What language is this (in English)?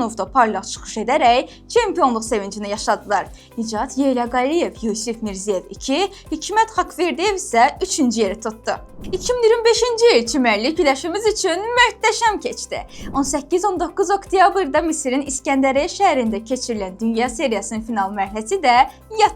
Azerbaijani